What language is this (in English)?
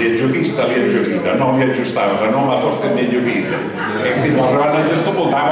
Sicilian